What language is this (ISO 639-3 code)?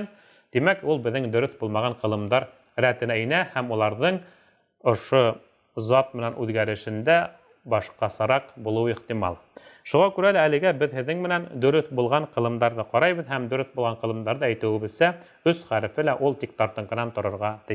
bak